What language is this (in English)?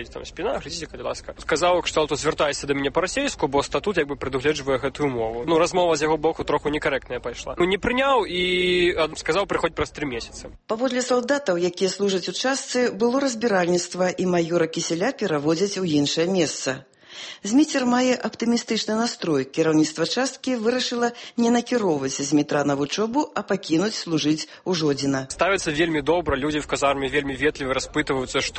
Belarusian